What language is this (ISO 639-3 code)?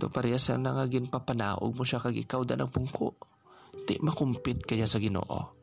hil